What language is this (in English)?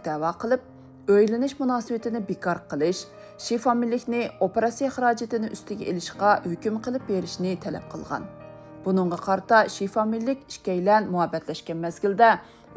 Uyghur